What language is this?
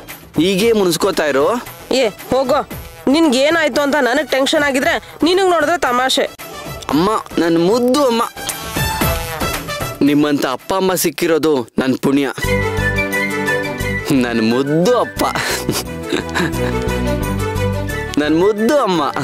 Kannada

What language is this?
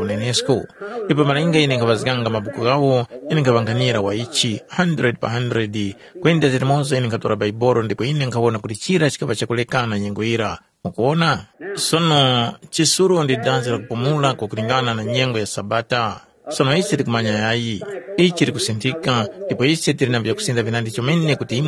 Tumbuka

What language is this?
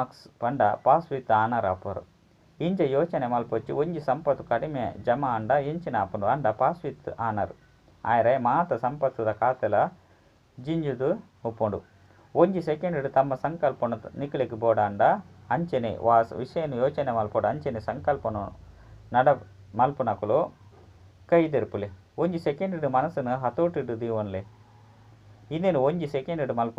Tulu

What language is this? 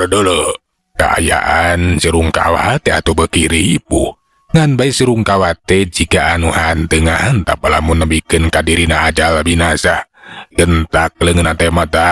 Sundanese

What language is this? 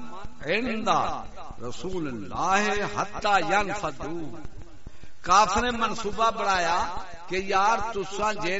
Saraiki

